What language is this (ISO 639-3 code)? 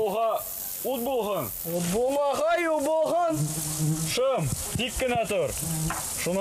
bak